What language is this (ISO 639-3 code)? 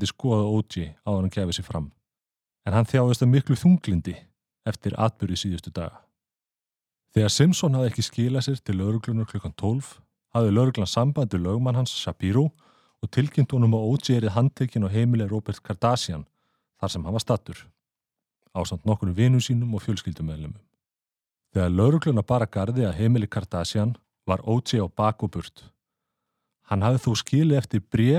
isl